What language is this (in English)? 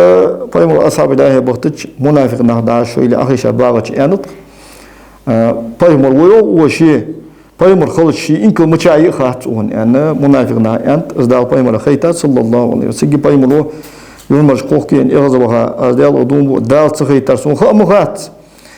Ingush